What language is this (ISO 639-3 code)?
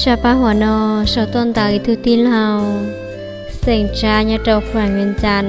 hmn